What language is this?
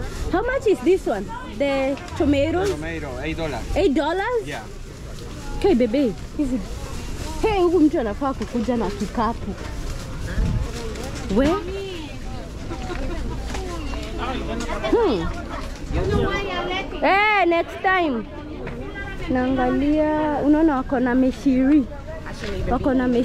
Swahili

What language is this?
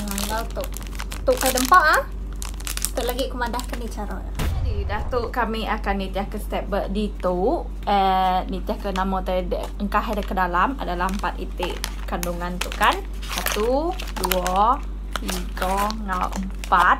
Iban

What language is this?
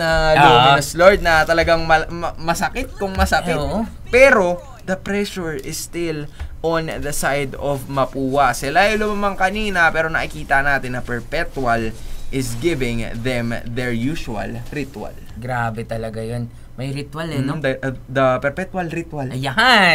Filipino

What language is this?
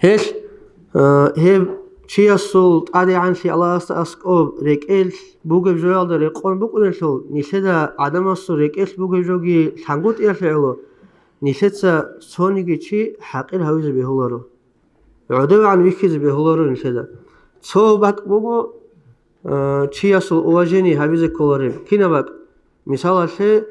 Avaric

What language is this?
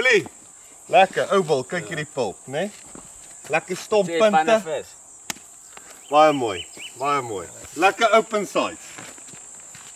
Afrikaans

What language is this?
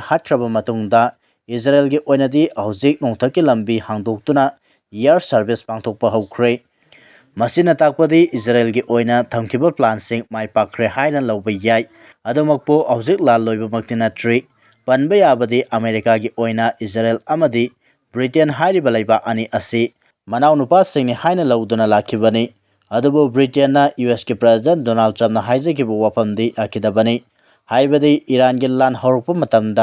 Manipuri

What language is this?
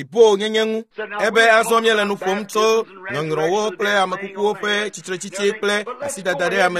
Ewe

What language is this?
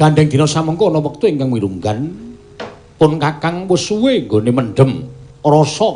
Javanese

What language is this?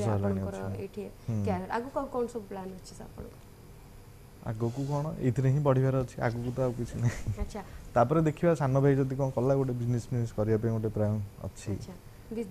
Odia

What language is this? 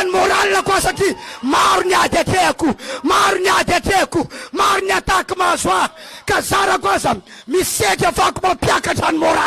Malagasy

